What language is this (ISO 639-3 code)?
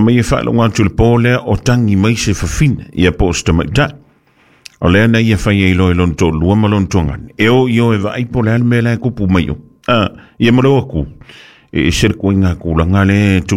smo